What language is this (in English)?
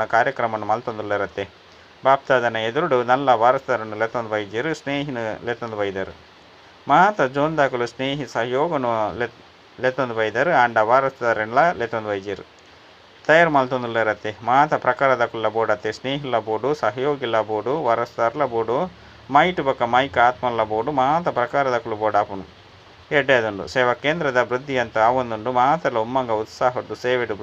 Tulu